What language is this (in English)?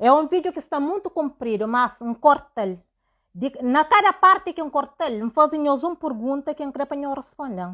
Kabuverdianu